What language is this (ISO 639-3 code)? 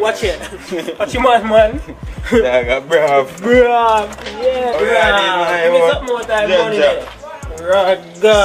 jam